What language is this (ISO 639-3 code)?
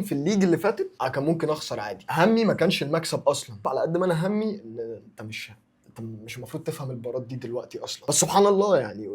arz